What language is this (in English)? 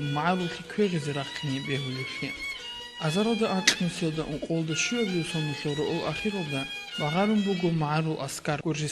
Avaric